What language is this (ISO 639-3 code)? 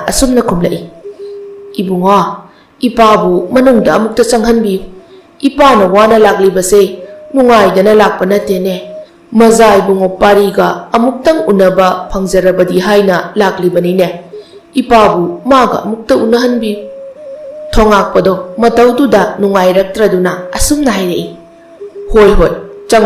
mni